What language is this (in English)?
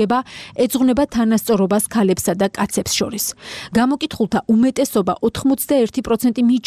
Georgian